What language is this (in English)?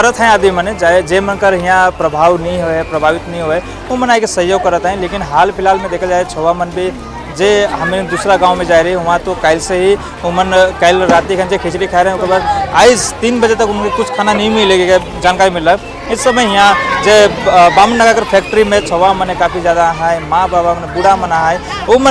Sadri